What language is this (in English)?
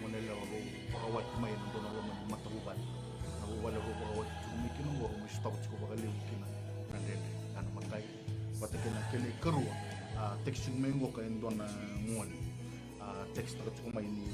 Fijian